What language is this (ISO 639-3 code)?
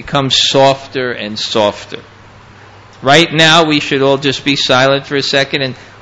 eng